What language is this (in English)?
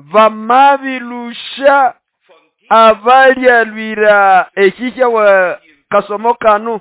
Nande